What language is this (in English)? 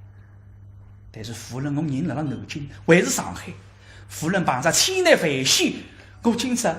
Wu Chinese